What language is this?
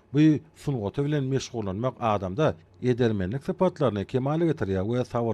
Turkmen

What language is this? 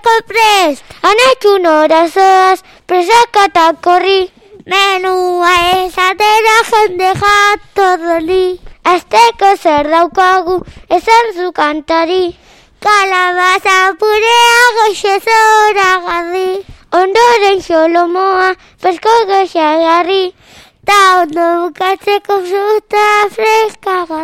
Basque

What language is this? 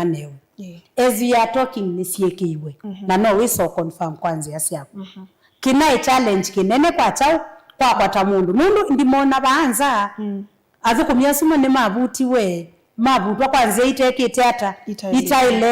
Kamba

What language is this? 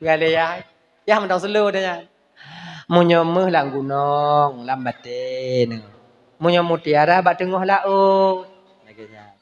Achinese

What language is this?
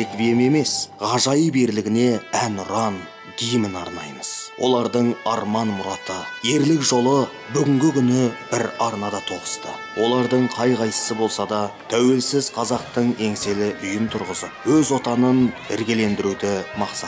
Kazakh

